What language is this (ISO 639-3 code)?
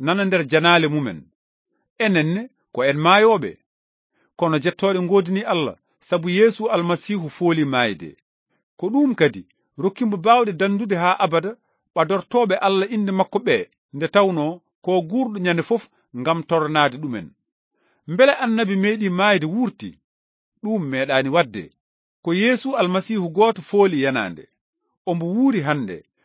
ful